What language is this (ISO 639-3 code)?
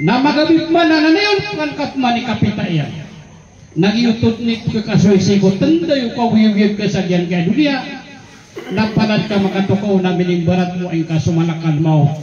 mrw